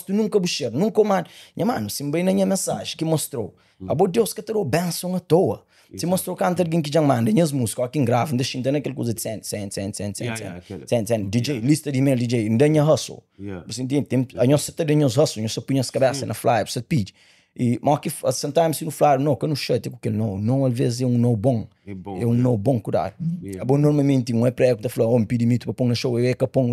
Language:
Kabuverdianu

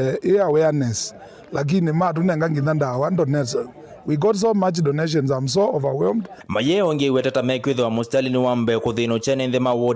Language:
Kamba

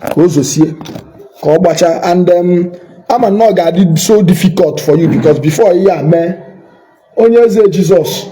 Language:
Igbo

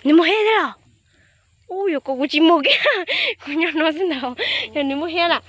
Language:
Hmong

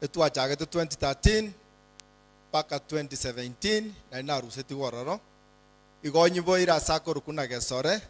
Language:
Gusii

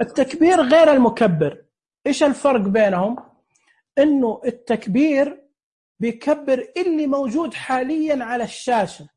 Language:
Najdi Arabic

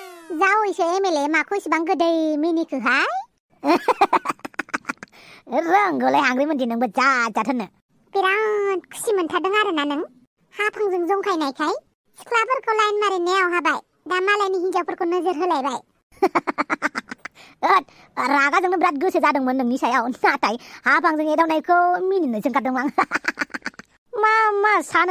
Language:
Bodo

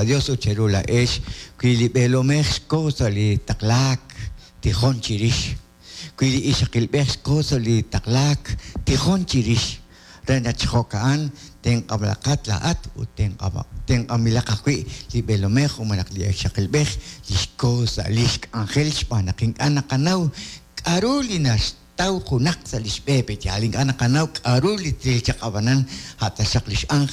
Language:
Kekchí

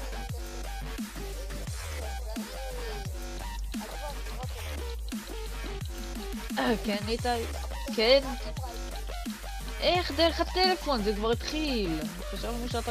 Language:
Hebrew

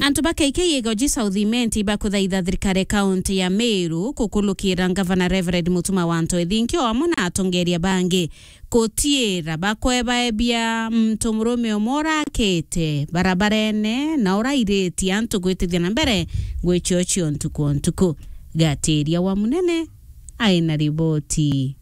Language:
Meru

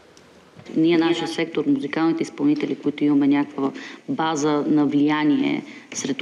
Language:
Bulgarian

